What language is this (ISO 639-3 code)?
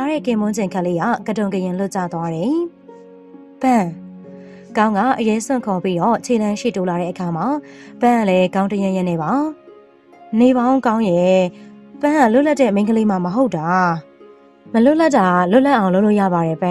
mya